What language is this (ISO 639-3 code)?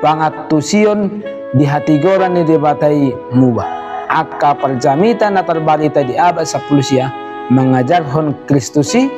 bbc